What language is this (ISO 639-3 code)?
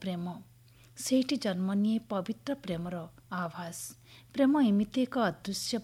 ori